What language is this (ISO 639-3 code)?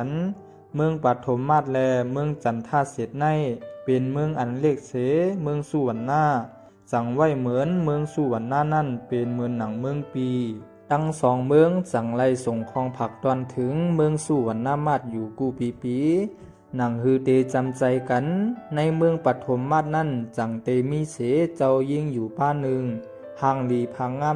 shn